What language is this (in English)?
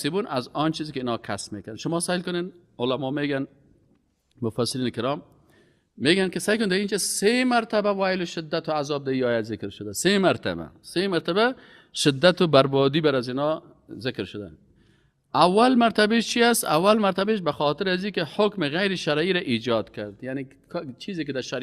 Persian